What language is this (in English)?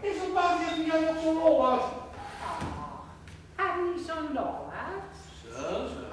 Gronings